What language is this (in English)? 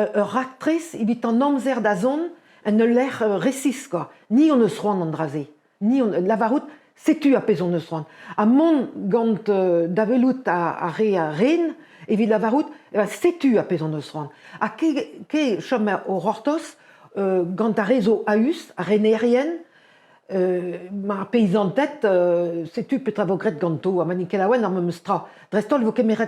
Breton